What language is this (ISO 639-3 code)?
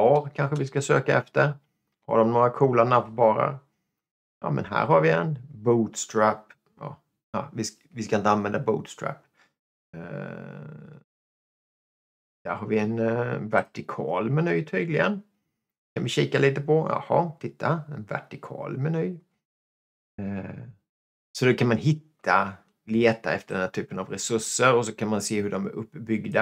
swe